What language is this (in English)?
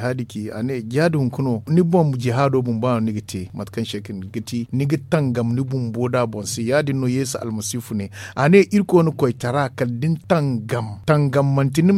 Zarma